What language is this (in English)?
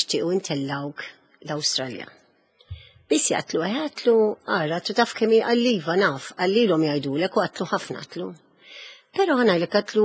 Maltese